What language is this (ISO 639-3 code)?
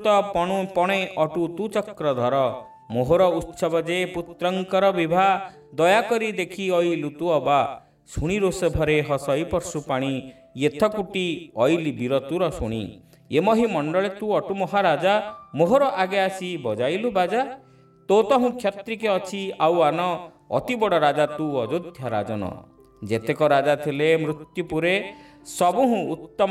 ori